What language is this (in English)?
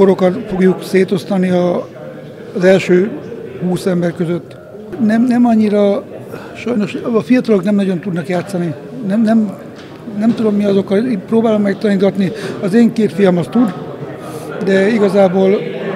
Hungarian